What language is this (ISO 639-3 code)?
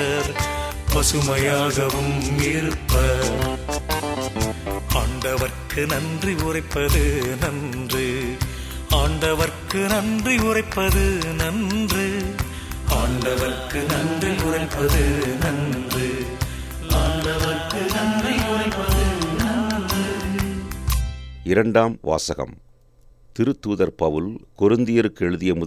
tam